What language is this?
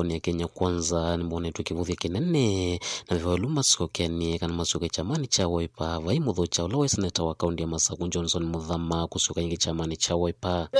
Kamba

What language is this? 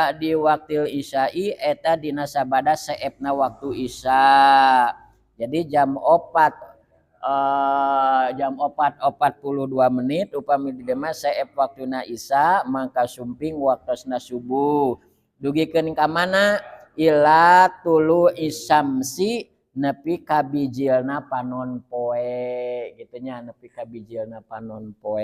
Sundanese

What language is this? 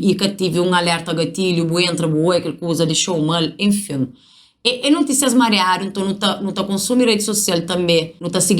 Kabuverdianu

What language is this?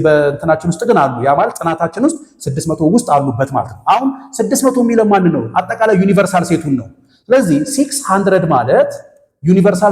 Amharic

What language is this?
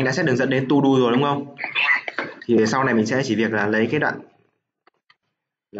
Vietnamese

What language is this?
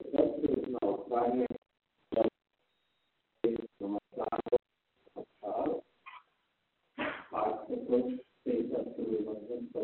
Gujarati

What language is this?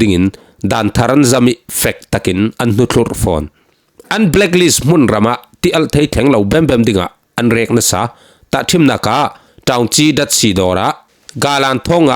Falam Chin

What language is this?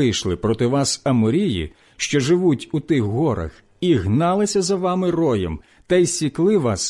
Ukrainian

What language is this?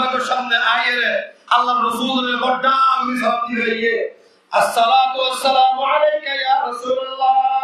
Rohingya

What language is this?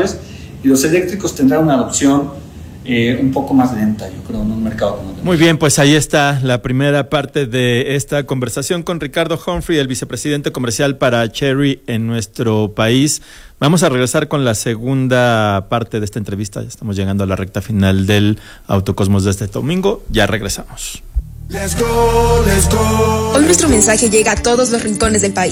Spanish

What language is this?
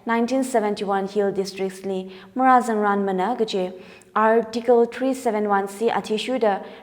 Tangkhul Naga (India)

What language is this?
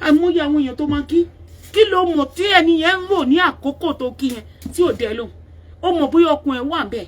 Yoruba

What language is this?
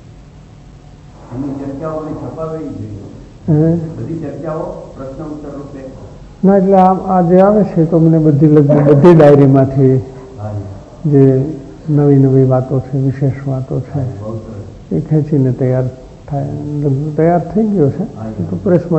Gujarati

